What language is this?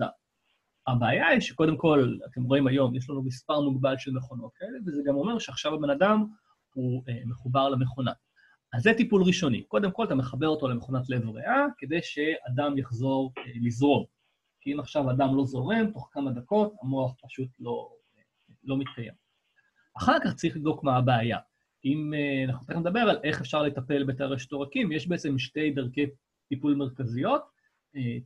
Hebrew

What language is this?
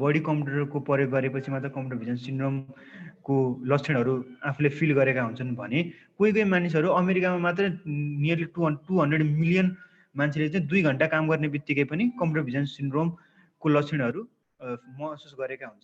Nepali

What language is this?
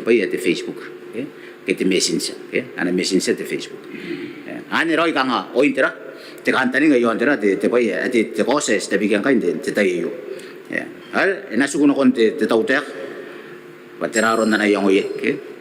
Gilbertese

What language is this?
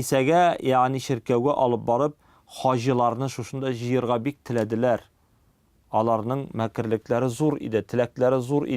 Tatar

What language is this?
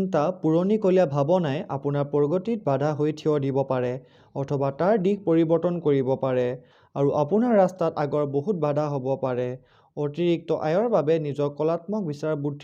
Assamese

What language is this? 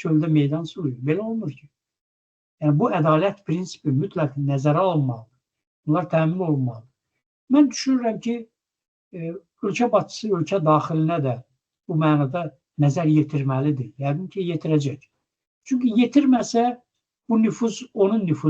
Azerbaijani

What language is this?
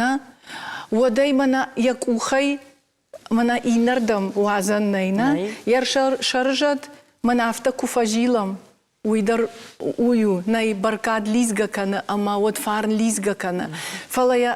Ossetic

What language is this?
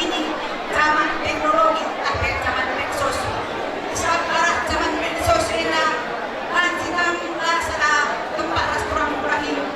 Batak Karo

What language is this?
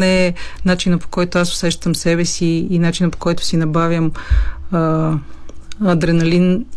Bulgarian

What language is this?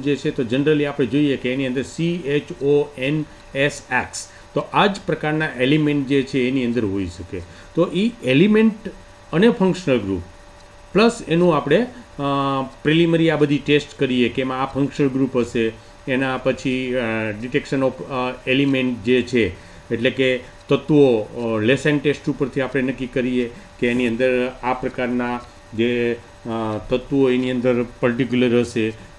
Gujarati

